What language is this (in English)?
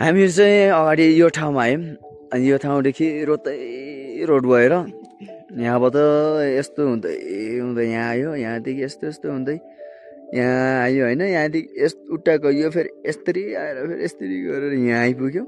Nepali